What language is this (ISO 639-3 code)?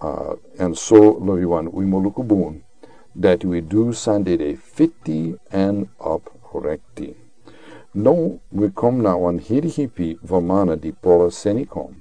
srn